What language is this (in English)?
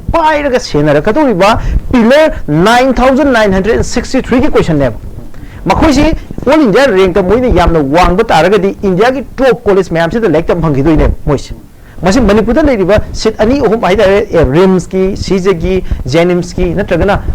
Manipuri